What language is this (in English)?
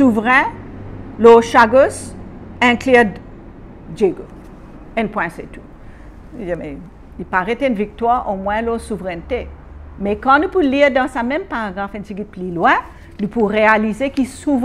Morisyen